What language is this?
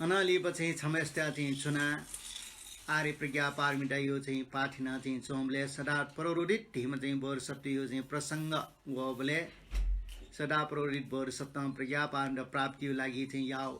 Newari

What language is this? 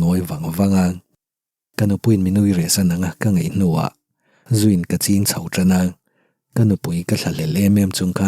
Mizo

